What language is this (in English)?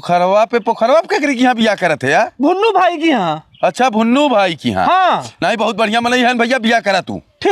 Bhojpuri